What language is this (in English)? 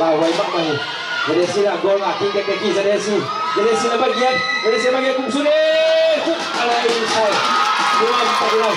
Tedim Chin